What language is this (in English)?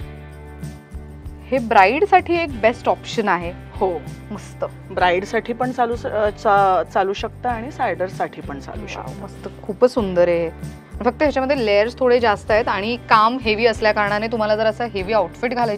Marathi